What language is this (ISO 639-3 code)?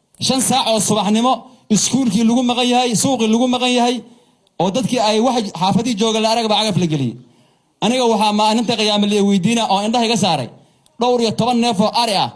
som